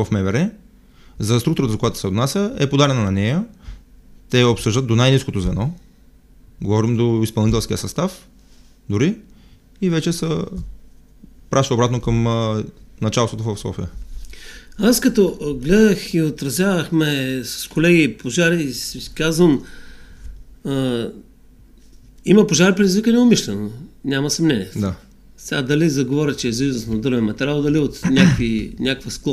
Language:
Bulgarian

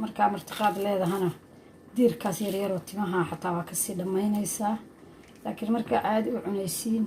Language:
Somali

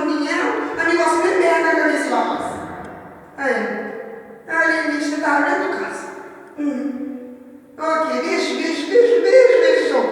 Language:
Kabuverdianu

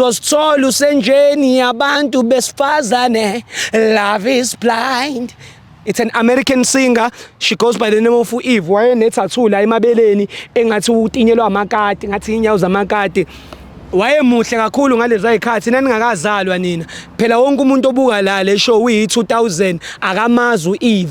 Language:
Zulu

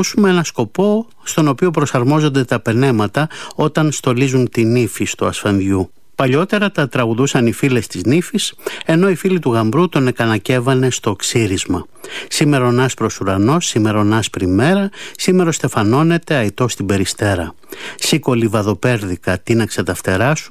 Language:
Greek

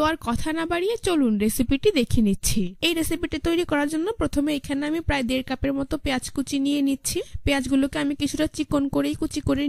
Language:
Bangla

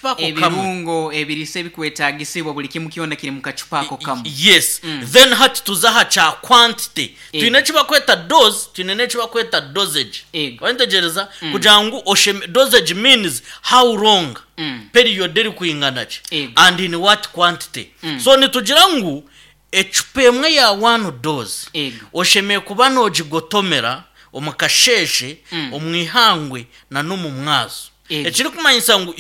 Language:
Nyankole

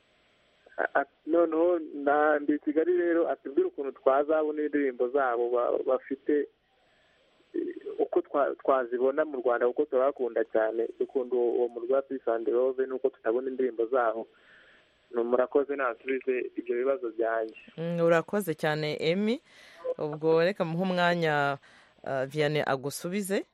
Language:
Kinyarwanda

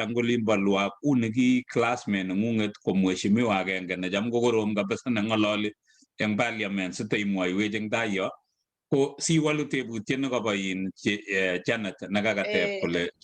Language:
Kalenjin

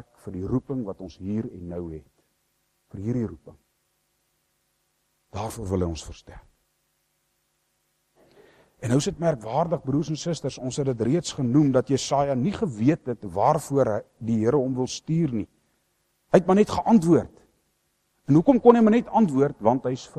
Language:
Afrikaans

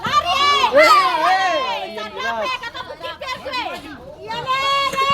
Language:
Ambonese Malay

